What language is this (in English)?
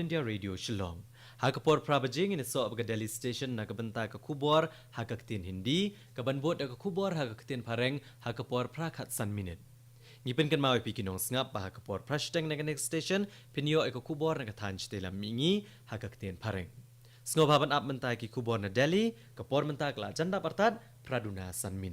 Khasi